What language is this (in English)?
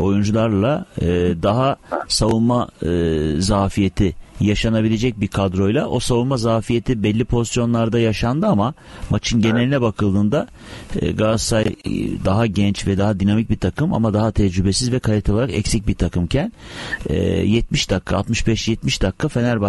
Turkish